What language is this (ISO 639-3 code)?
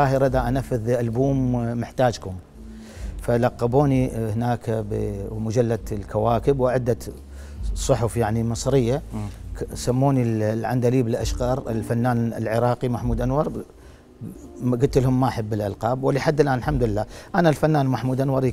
acm